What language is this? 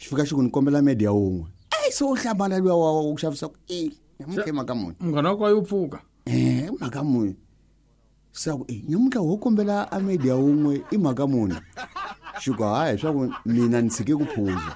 Tsonga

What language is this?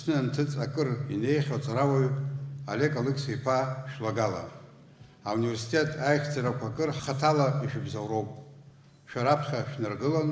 Abkhazian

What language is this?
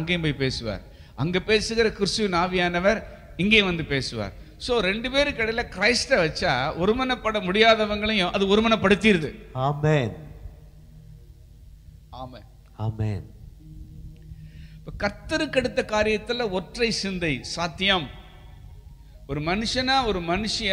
Tamil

